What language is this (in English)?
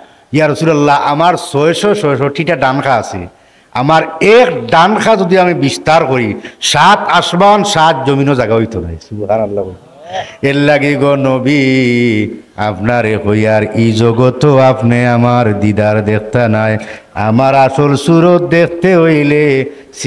Sylheti